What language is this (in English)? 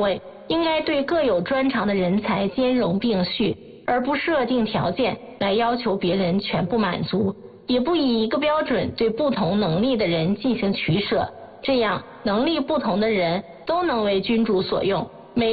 Chinese